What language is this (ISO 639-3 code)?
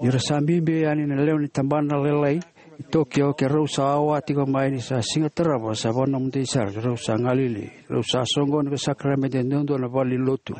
fij